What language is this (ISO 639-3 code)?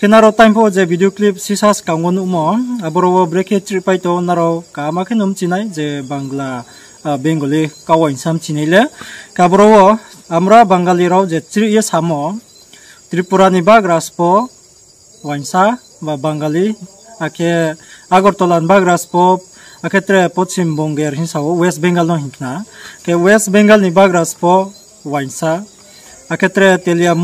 ria